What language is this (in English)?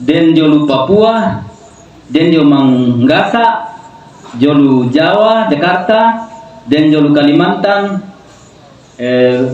Toraja-Sa'dan